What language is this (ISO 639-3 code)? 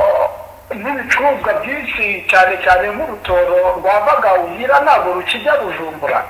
kin